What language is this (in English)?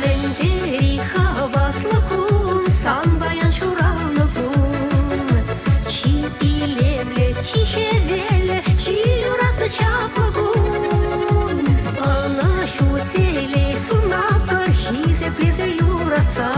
Chuvash